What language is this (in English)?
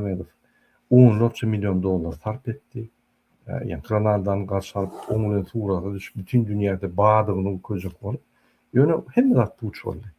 Turkmen